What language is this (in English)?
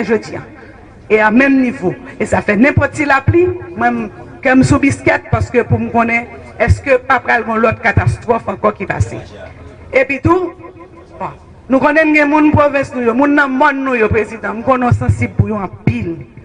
Haitian Creole